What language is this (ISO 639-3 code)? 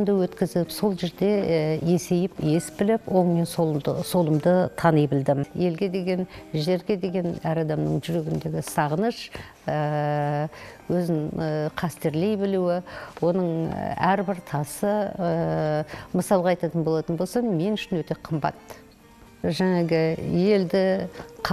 kaz